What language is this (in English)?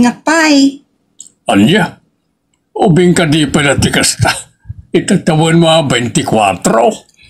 Iloko